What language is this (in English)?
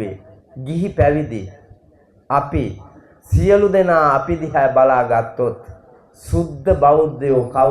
Sinhala